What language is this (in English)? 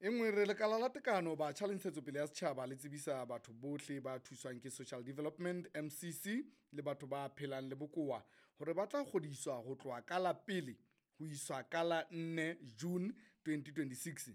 Southern Sotho